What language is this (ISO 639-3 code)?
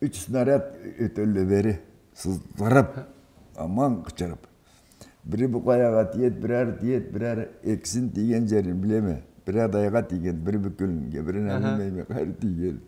krc